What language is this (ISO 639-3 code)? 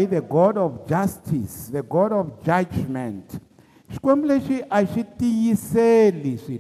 tso